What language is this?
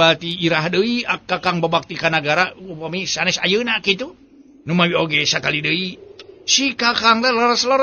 Sundanese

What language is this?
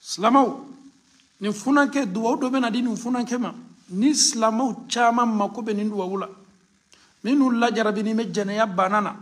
Bambara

